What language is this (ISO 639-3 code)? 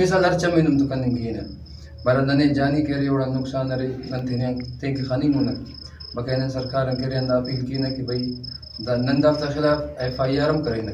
brh